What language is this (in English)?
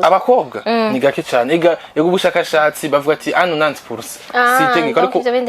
Rundi